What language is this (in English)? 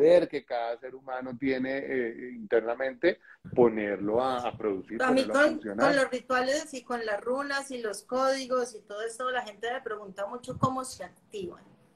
Spanish